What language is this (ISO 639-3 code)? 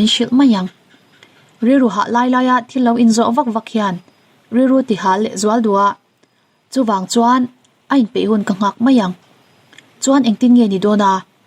lus